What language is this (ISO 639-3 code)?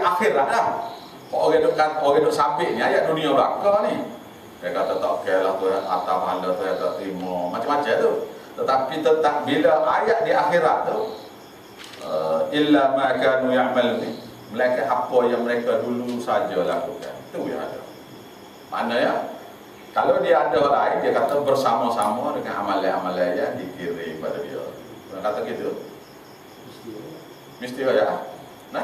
msa